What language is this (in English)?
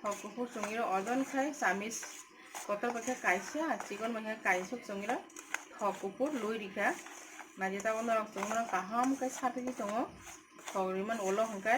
Kok Borok